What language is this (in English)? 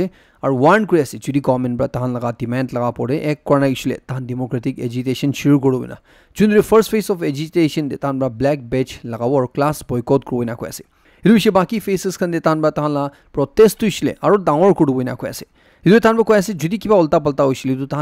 Naga Pidgin